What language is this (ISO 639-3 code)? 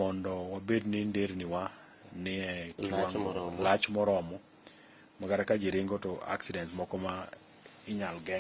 luo